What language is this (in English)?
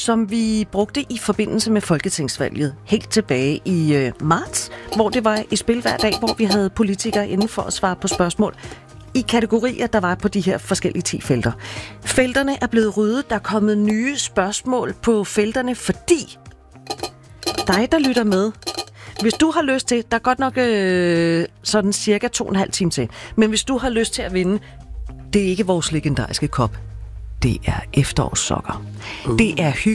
Danish